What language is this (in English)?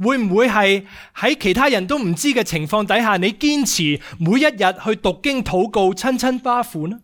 Cantonese